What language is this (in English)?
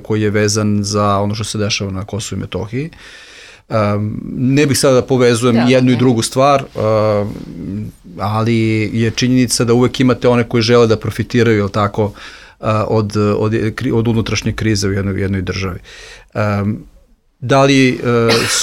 Serbian